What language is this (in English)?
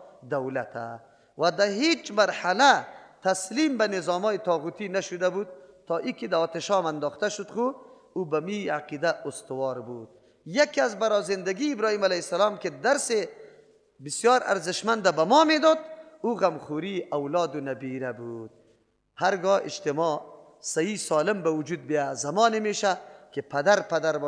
Persian